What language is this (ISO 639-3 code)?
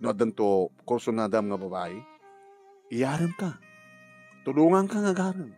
ilo